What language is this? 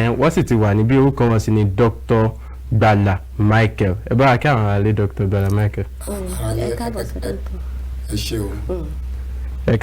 Yoruba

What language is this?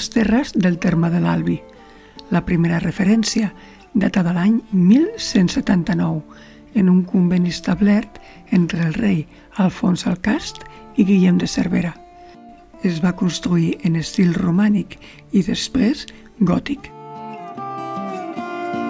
Catalan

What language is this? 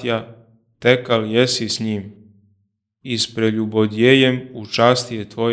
Church Slavic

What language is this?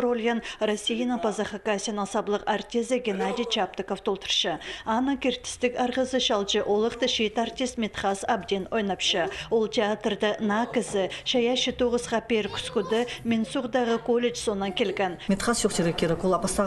Khakas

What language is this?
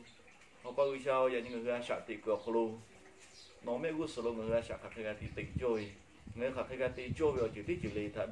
Lahu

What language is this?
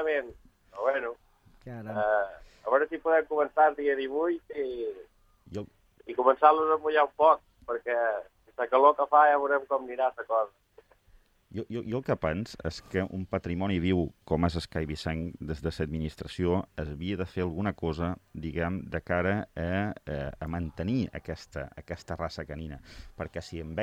Catalan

